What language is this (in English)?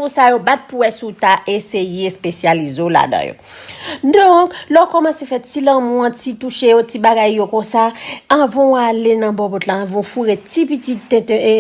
Haitian Creole